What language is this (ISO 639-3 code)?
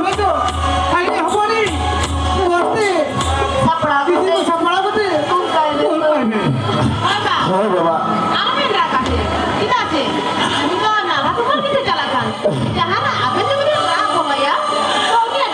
sat